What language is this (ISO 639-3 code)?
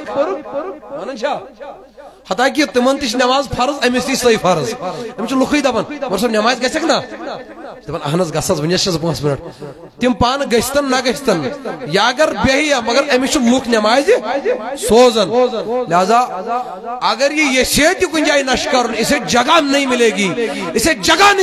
kas